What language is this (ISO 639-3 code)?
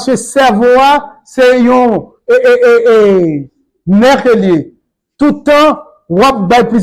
hat